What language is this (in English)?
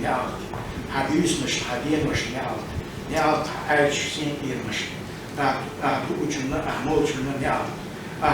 Chechen